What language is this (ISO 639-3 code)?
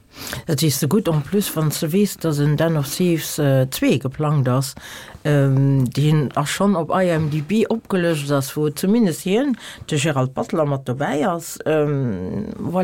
ltz